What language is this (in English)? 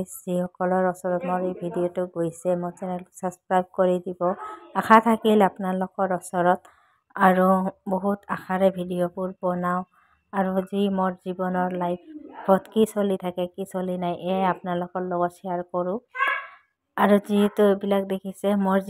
Assamese